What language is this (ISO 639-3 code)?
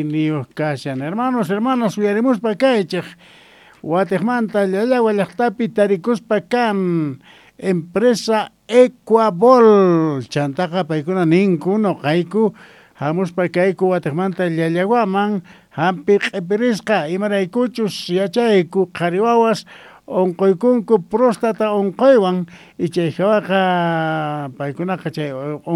quh